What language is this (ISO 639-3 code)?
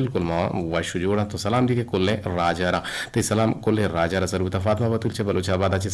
bgp